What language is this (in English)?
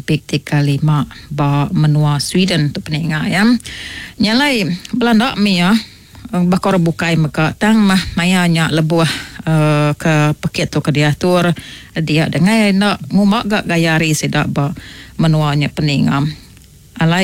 Iban